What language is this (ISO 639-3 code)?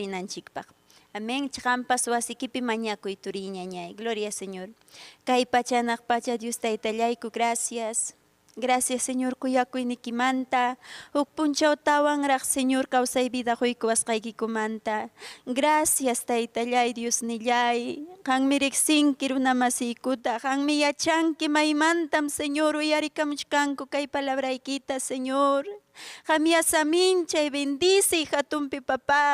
quy